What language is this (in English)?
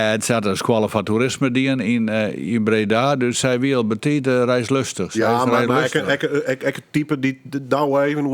Western Frisian